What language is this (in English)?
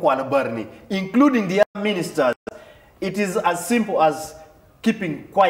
Acoli